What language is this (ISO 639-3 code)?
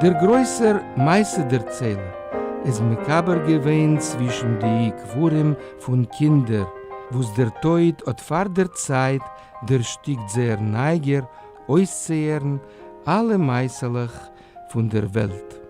yid